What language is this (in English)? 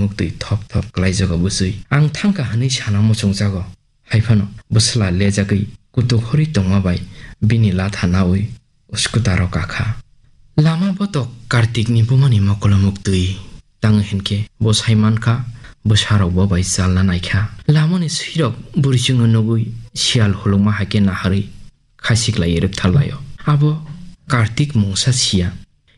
Kok Borok